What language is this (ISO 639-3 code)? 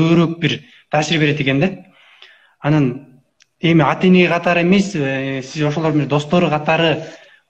kir